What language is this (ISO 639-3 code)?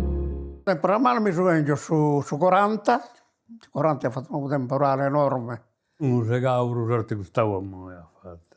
srd